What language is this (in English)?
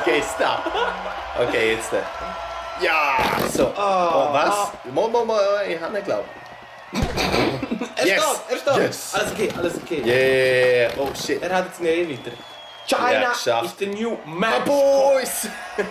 Swiss German